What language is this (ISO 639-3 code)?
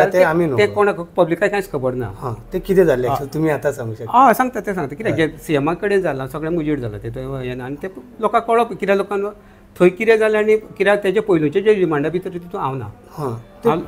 kok